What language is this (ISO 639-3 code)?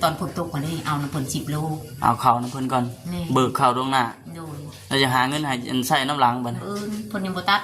lao